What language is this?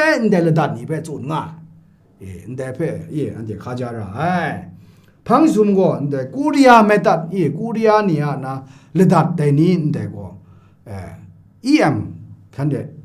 Kachin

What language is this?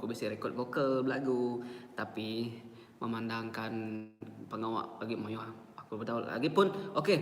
Iban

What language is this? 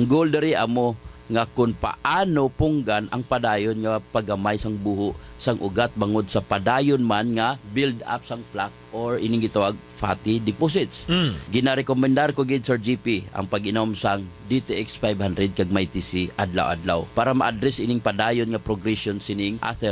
Hiligaynon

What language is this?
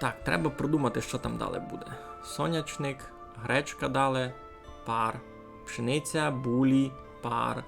Rusyn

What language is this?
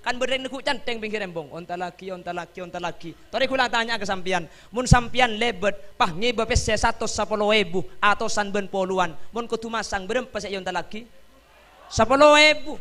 Madurese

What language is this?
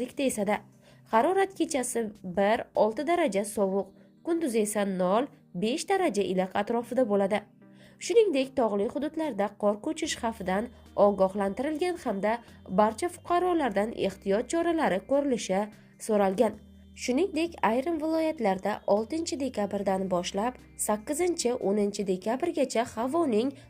Uzbek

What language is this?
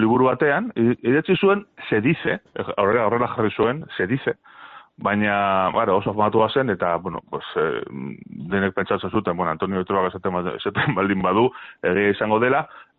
Basque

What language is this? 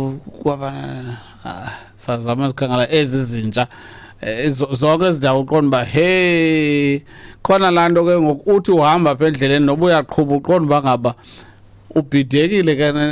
Xhosa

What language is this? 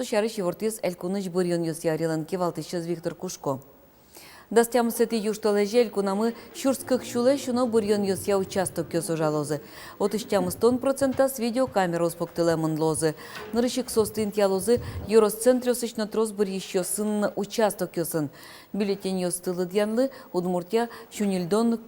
Udmurt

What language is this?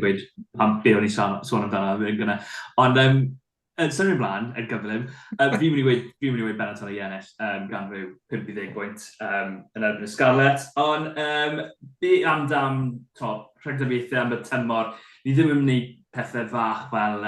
Welsh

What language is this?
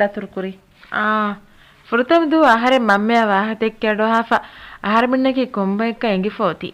Divehi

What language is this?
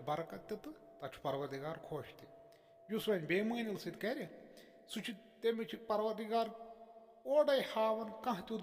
Kashmiri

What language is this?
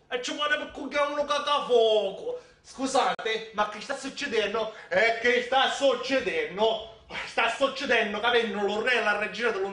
Sicilian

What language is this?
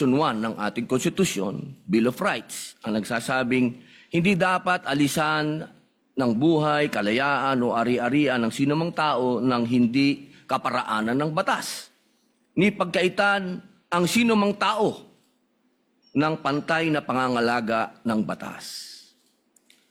Filipino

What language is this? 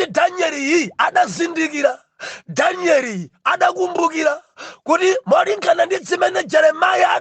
Nyanja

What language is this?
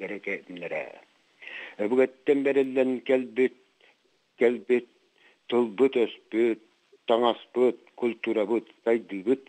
Yakut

